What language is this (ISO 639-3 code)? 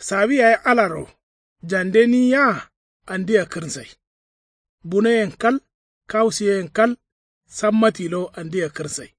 kau